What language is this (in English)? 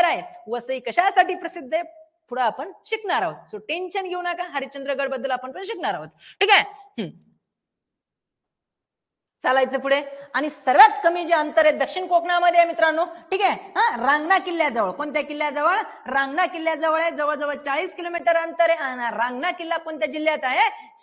Marathi